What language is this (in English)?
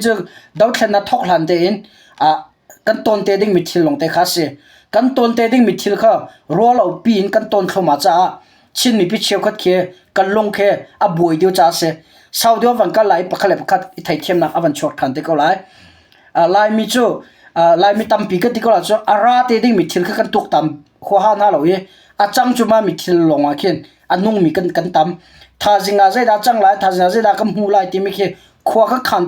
Hakha Chin